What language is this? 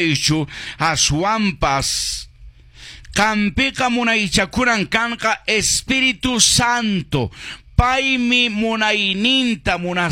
Quechua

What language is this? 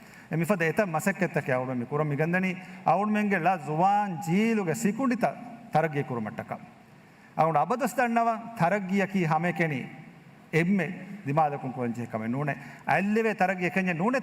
Divehi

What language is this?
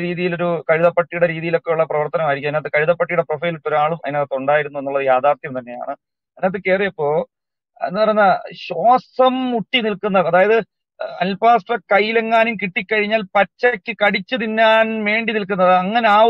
Malayalam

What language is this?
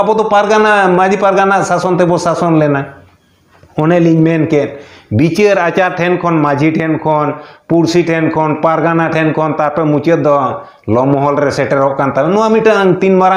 Santali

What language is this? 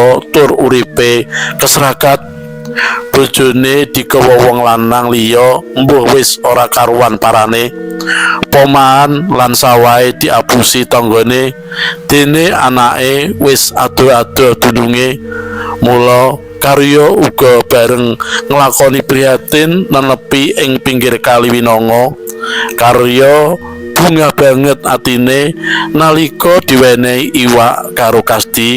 Javanese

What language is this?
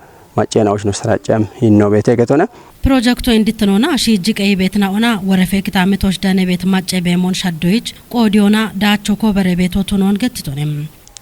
Kafa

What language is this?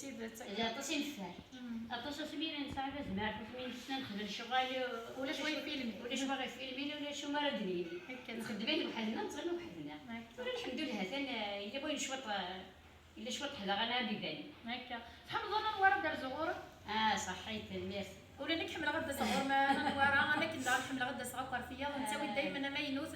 Kabyle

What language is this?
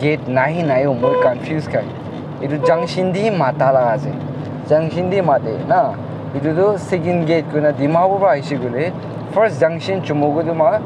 Naga Pidgin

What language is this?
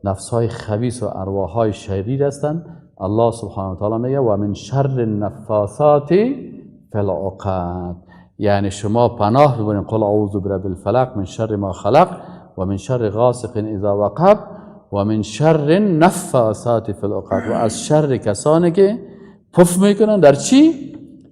Persian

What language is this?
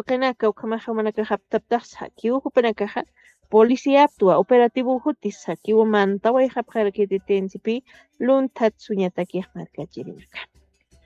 Aymara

